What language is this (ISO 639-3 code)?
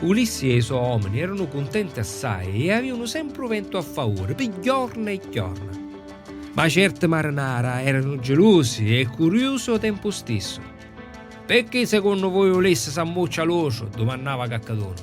scn